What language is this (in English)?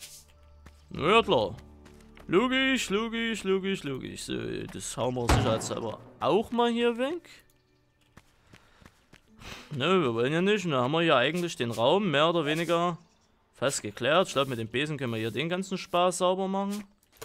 German